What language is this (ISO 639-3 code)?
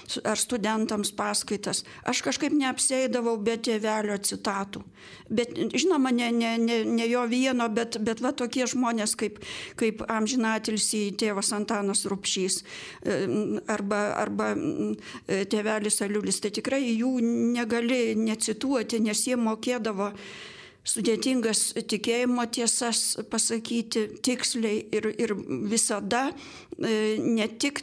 lit